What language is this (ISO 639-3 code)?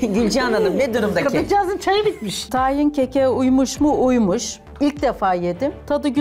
tur